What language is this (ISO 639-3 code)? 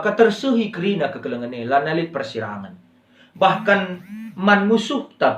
btx